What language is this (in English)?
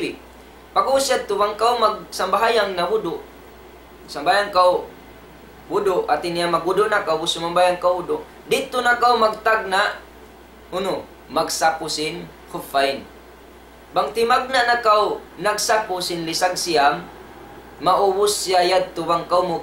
Tausug